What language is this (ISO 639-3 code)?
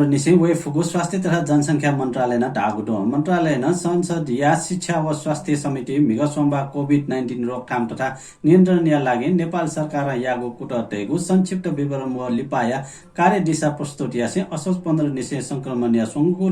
new